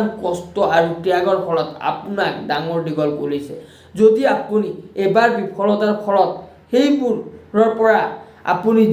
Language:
Assamese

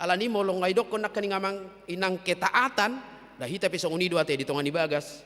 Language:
Batak Toba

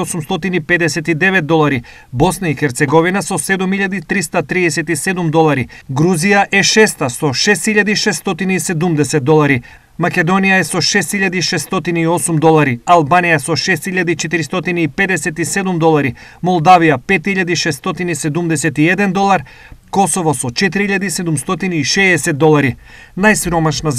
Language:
Macedonian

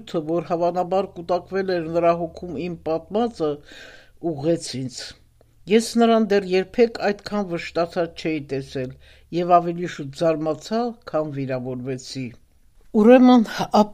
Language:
Armenian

